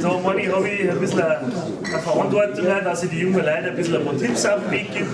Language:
Bavarian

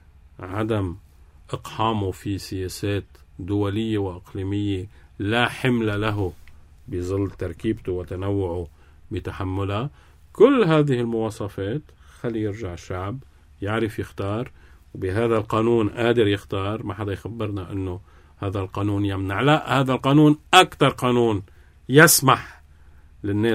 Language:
North Levantine Arabic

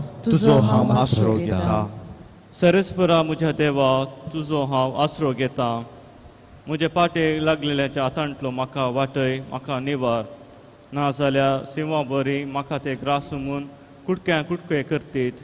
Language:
Konkani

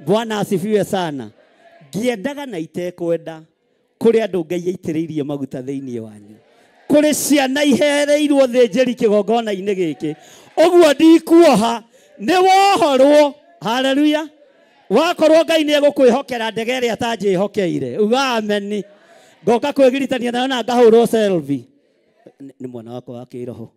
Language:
Kikuyu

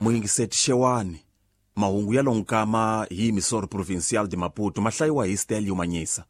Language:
Tsonga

